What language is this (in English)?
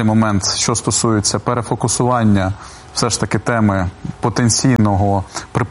Ukrainian